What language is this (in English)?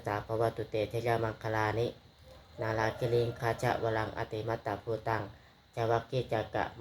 Pali